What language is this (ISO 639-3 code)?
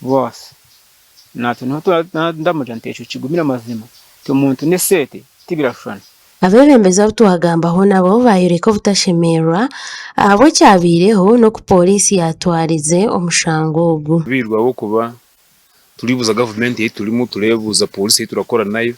nyn